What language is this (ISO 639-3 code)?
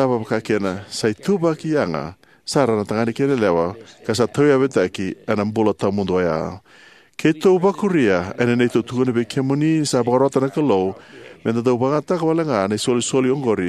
fij